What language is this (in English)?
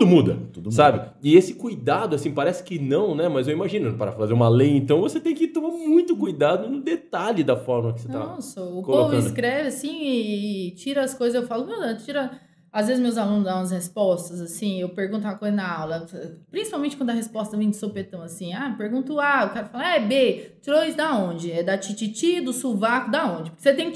Portuguese